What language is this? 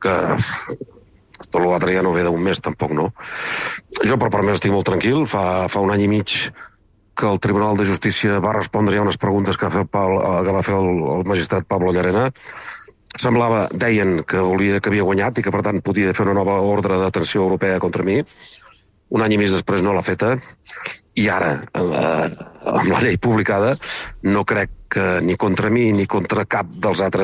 Catalan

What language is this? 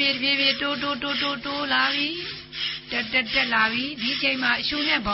Burmese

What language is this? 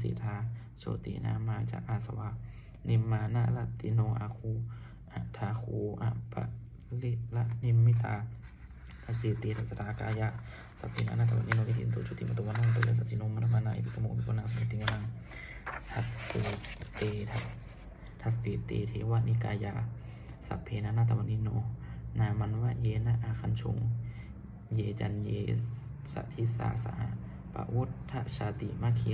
Pali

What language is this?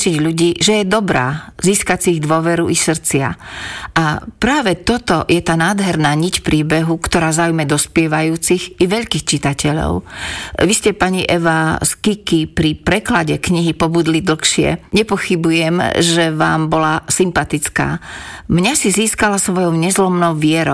Slovak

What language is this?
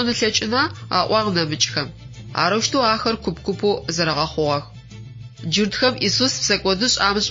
Adyghe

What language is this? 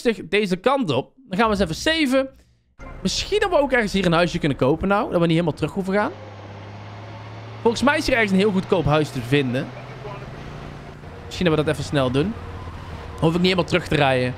Dutch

